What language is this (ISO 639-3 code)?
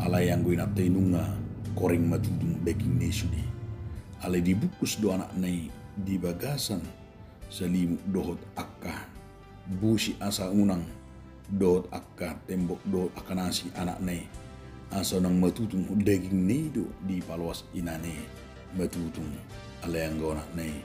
bbc